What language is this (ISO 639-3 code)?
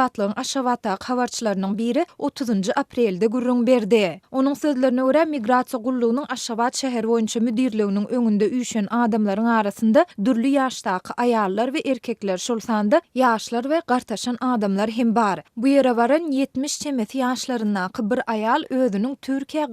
tuk